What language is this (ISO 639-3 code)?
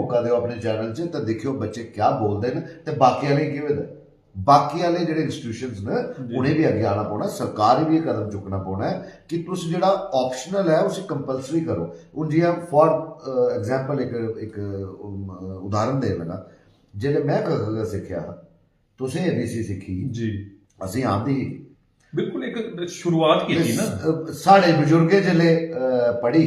doi